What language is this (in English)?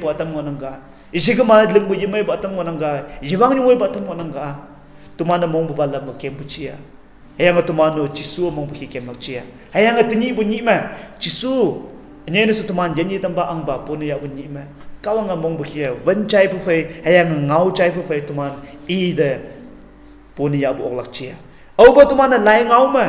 Konyak Naga